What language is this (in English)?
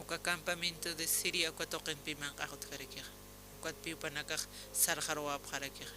Aymara